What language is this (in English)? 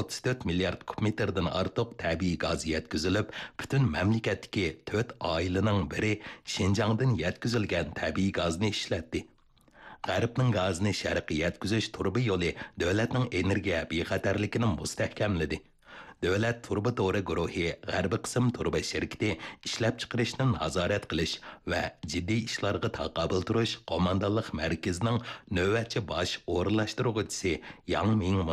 Uyghur